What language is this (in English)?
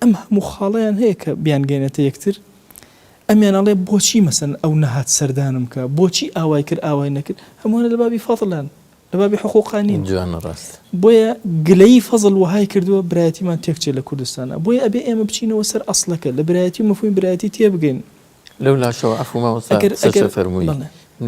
Central Kurdish